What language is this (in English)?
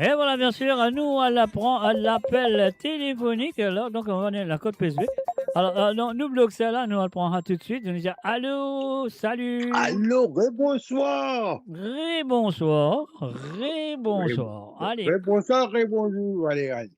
Morisyen